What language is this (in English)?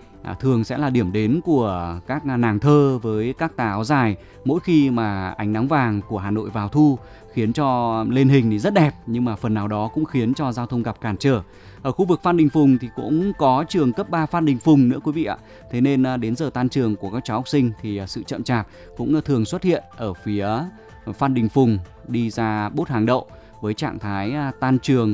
Vietnamese